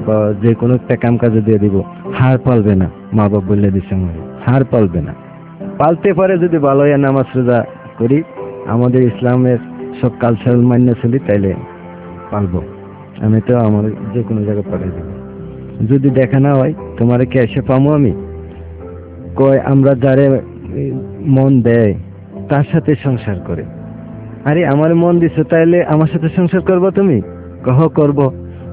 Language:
Bangla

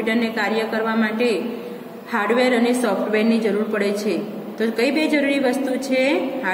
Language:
Gujarati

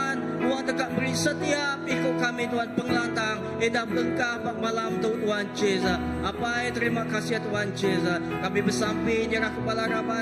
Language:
Iban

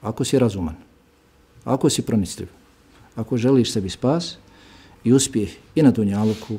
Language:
Bosnian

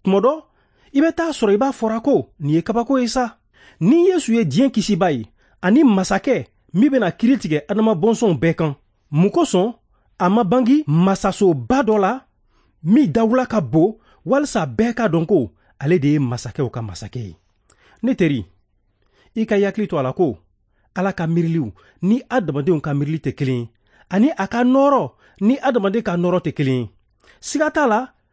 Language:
Bambara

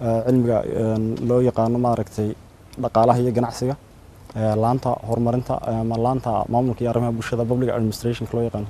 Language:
Somali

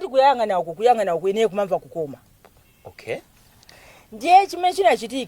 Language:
Nyanja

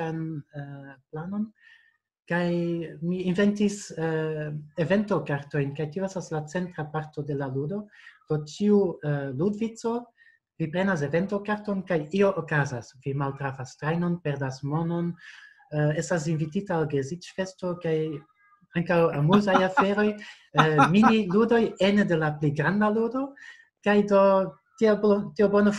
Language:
Esperanto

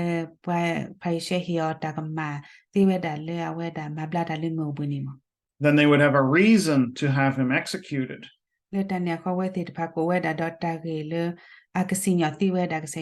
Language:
S'gaw Karen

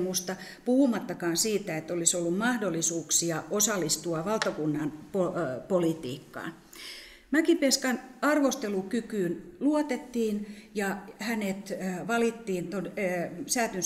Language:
Finnish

